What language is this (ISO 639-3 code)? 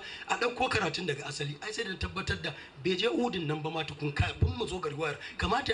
hau